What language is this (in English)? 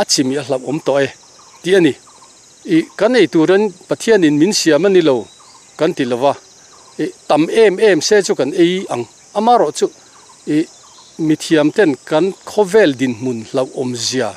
Mizo